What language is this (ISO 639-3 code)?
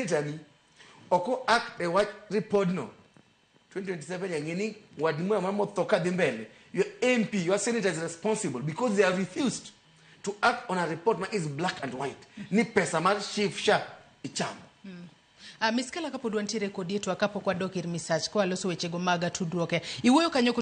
luo